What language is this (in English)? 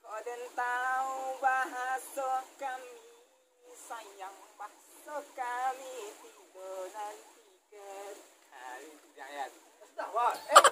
Minangkabau